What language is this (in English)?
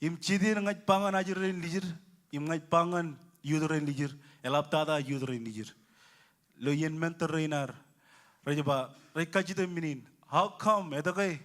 Marshallese